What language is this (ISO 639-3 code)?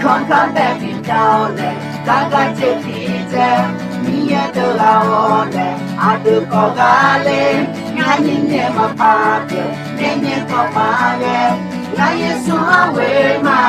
ahk